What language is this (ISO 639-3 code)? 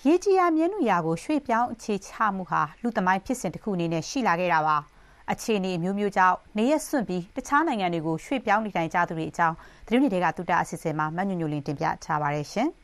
mya